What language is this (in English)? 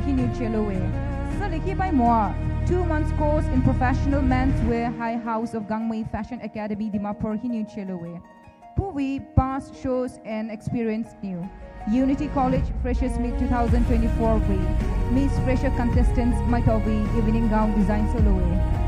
Poumei Naga